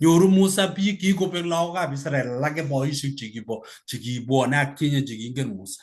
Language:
Kalenjin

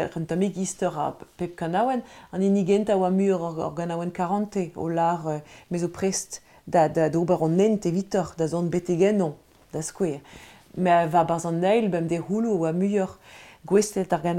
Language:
Breton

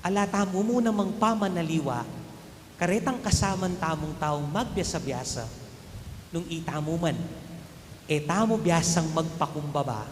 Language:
Pampanga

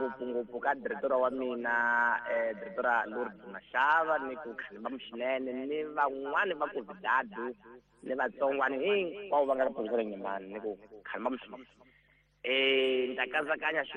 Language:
Tsonga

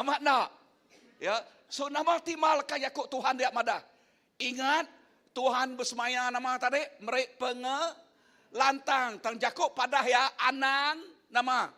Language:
Iban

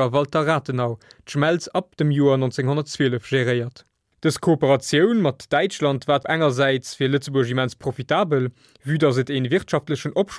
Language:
Luxembourgish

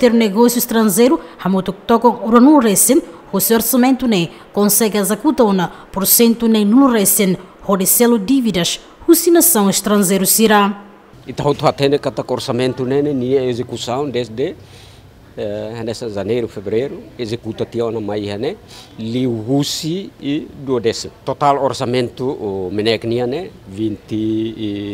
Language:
Tetum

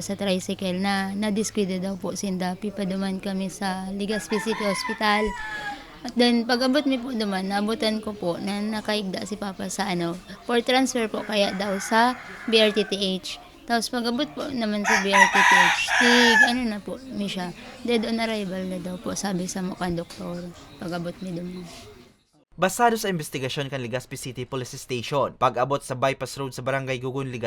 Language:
Bikol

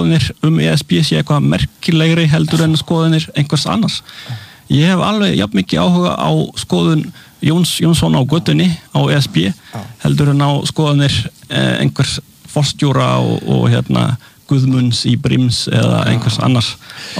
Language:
Icelandic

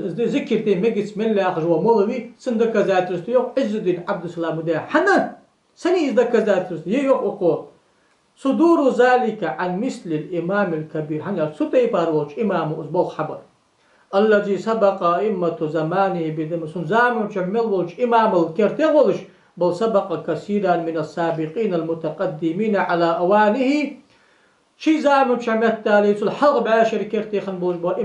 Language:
Ingush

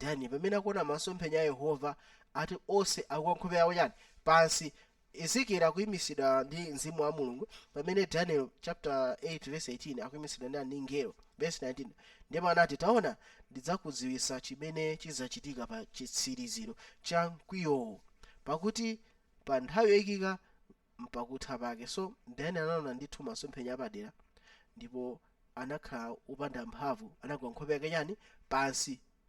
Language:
Nyanja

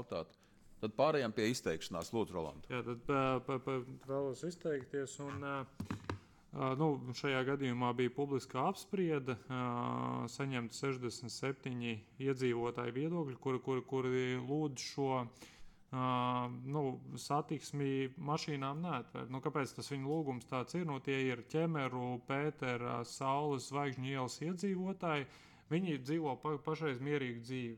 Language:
Latvian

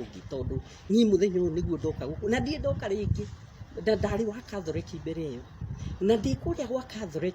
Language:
Kikuyu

